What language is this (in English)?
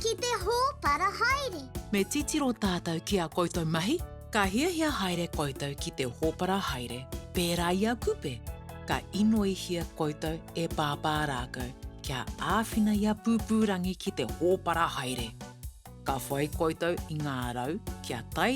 Māori